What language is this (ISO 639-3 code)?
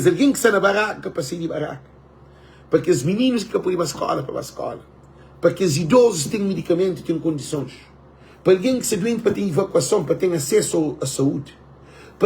kea